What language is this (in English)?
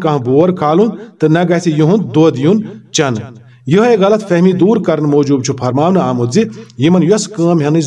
Kashmiri